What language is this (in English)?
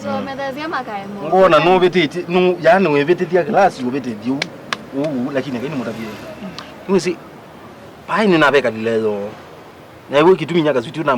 Kamba